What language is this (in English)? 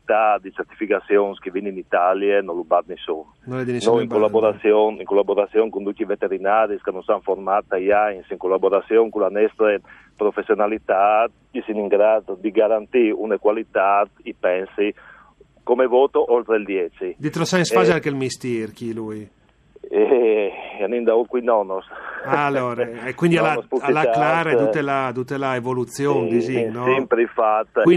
Friulian